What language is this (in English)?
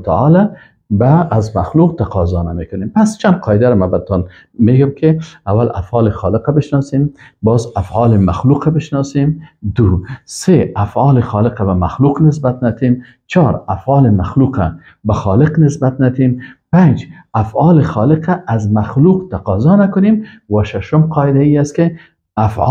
Persian